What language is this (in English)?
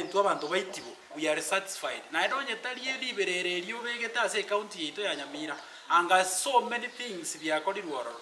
Gusii